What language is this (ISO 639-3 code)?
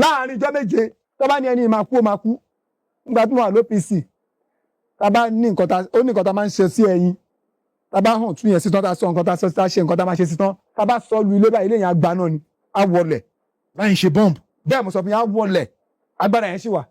yor